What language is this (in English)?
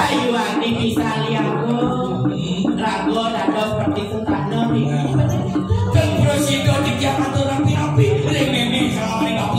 Balinese